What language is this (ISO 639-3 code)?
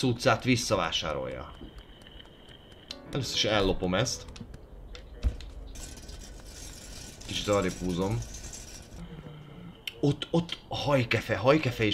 hun